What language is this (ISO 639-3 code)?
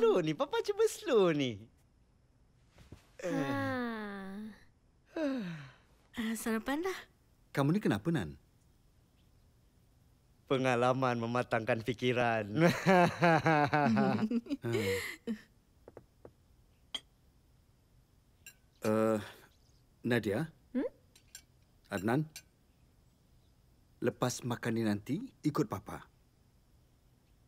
msa